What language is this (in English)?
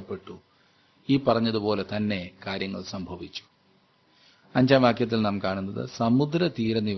Malayalam